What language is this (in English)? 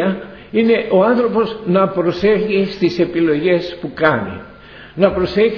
Greek